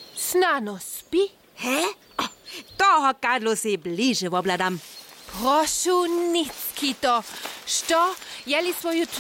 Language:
Upper Sorbian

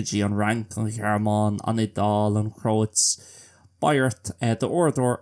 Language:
Irish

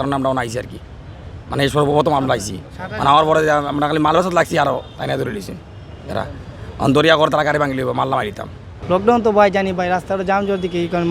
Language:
Sylheti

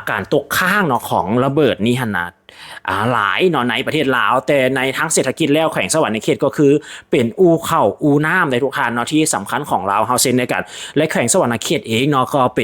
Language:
Lao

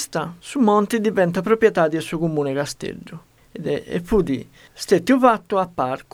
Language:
Sardinian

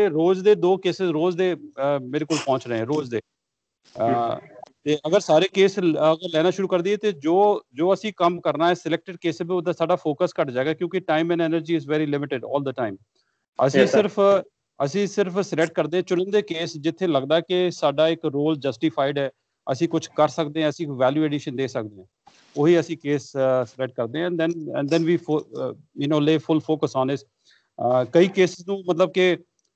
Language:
Punjabi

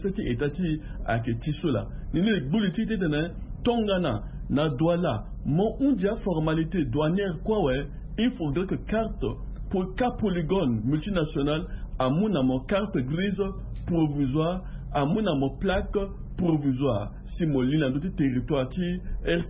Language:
Sango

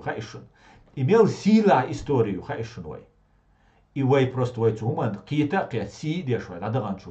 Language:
Chechen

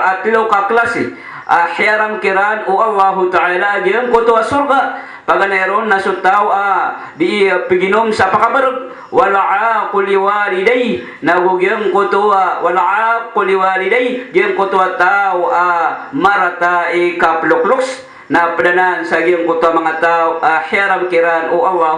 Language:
Maranao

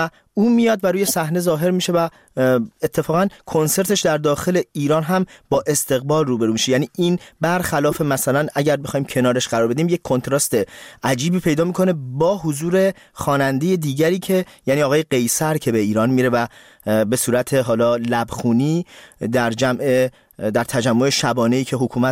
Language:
Persian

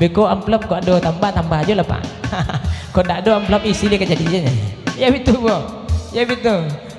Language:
Minangkabau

